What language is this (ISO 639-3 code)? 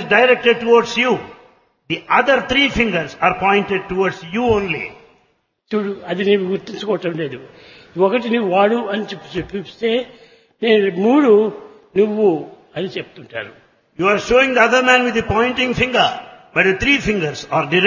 tel